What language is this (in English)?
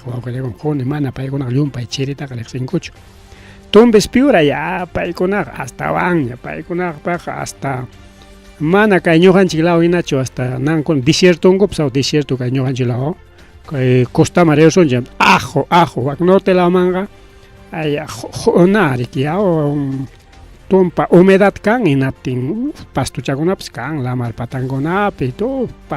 Ayacucho Quechua